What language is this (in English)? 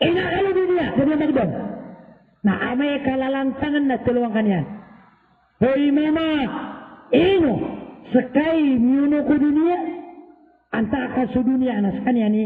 Maranao